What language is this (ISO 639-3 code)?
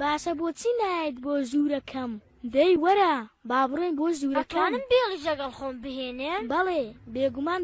ckb